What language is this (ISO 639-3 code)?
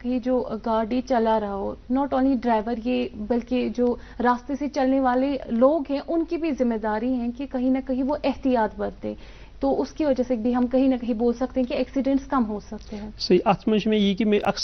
kas